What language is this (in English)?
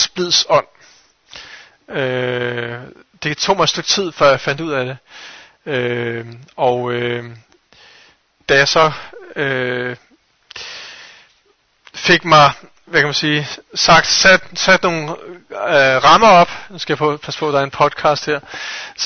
Danish